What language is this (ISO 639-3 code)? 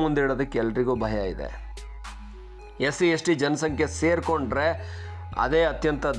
kan